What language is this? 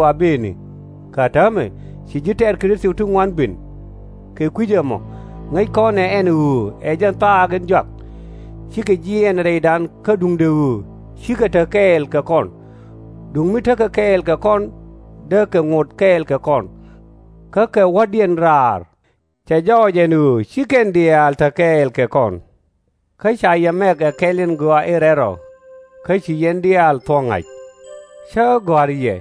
Nuer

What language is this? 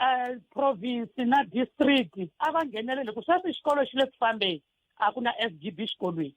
Tsonga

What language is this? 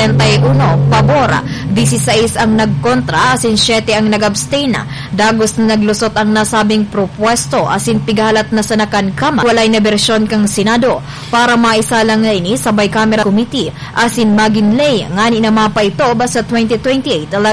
Bikol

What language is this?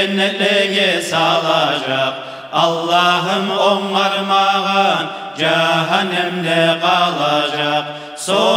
Kumyk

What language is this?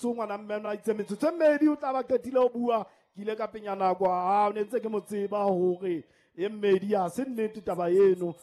Southern Sotho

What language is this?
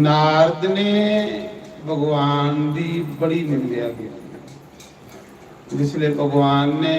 Dogri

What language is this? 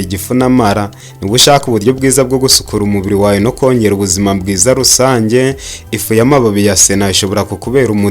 Kinyarwanda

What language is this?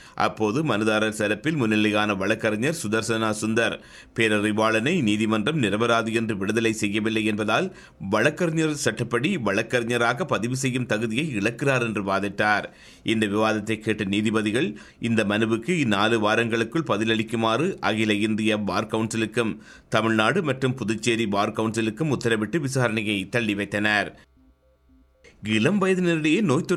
Tamil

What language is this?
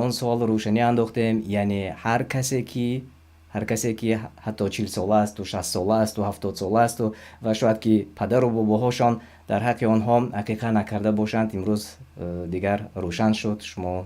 Tajik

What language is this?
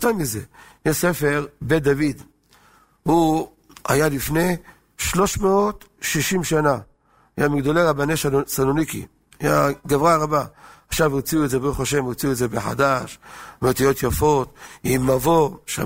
Hebrew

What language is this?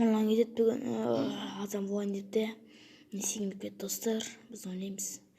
Kazakh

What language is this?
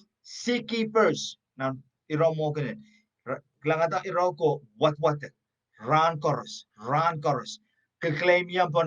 Pohnpeian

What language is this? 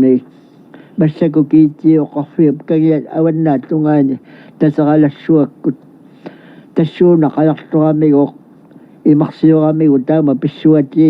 Kalaallisut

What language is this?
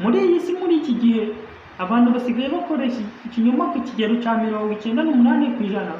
Kinyarwanda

